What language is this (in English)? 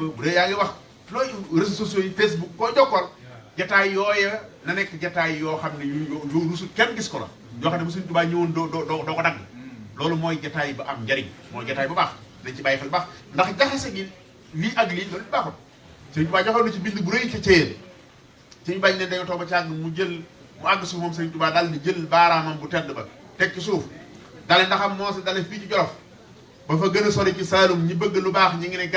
Wolof